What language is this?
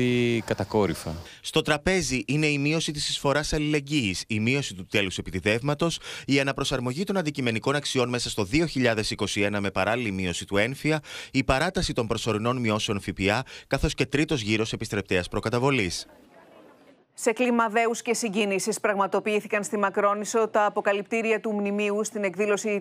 Greek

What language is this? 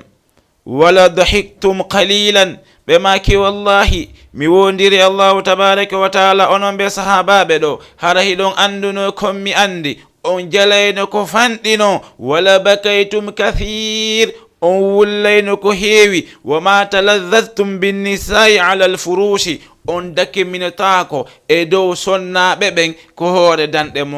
Fula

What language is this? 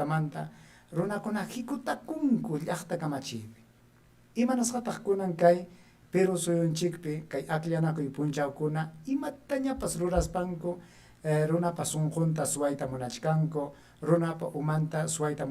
Ayacucho Quechua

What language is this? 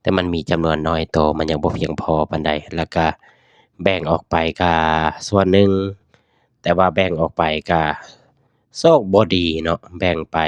Lao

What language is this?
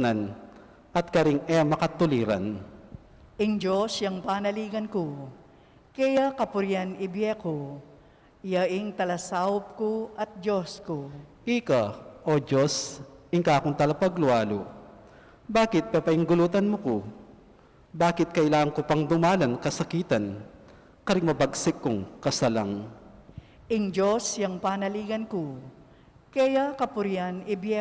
Pampanga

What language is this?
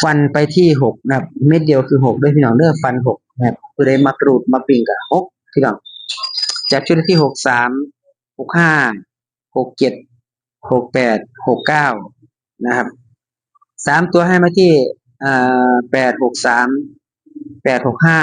Northeastern Thai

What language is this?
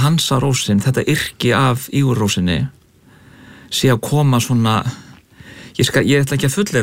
Icelandic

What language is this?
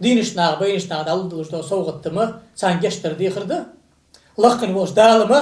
Ingush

